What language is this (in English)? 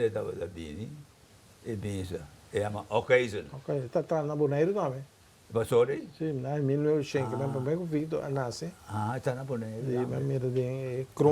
Papiamento